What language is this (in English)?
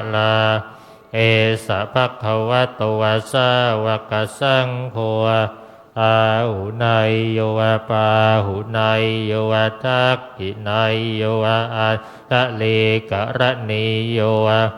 Pali